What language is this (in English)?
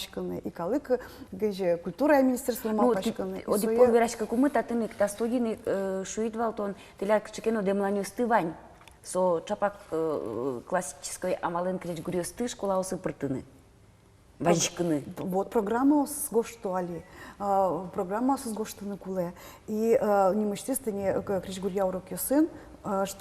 Udmurt